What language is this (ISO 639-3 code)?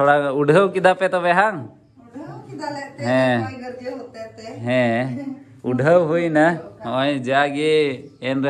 sat